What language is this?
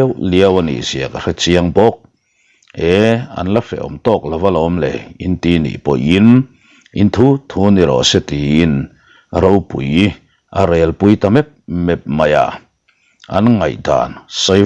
Mizo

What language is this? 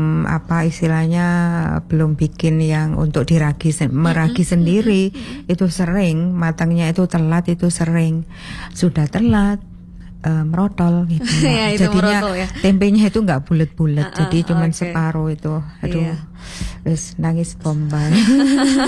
Indonesian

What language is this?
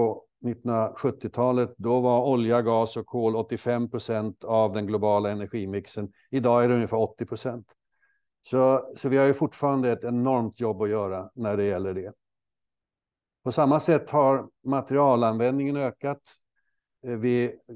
Swedish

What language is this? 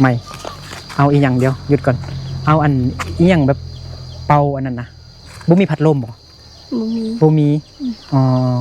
Lao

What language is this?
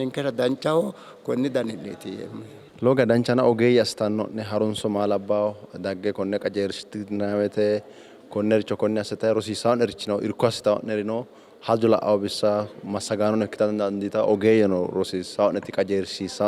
Sidamo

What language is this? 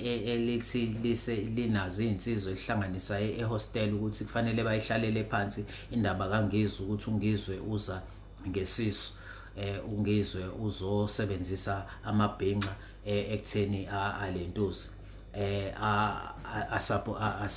Zulu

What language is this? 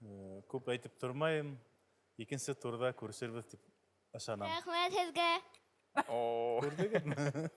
Bashkir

